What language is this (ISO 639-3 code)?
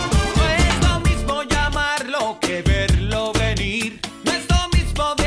spa